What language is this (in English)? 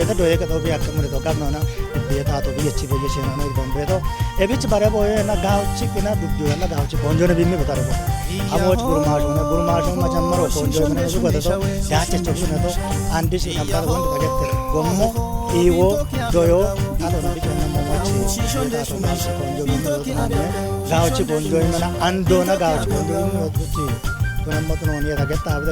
Kafa